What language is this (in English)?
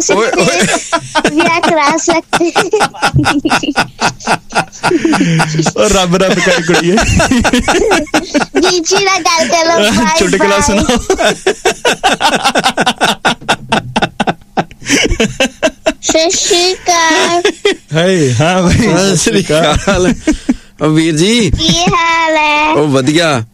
Punjabi